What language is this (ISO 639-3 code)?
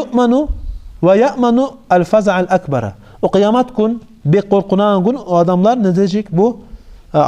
kum